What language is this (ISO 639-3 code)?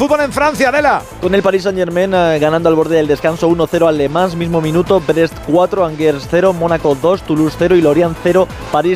spa